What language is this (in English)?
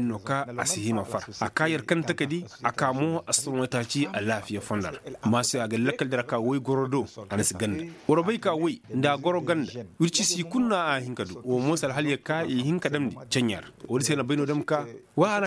Koyraboro Senni